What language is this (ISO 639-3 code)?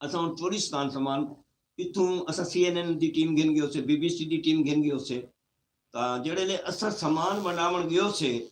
skr